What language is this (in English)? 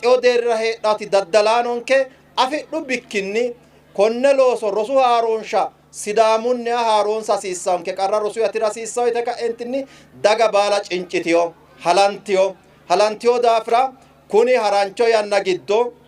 Sidamo